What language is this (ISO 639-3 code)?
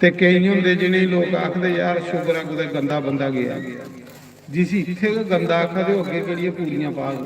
doi